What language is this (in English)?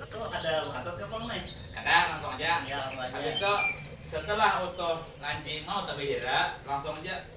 Banjar